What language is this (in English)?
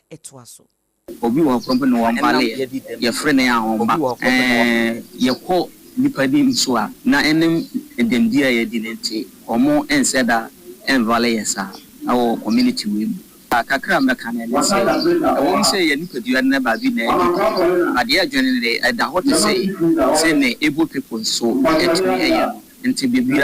Akan